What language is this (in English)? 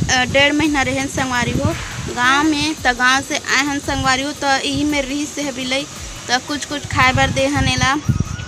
Chhattisgarhi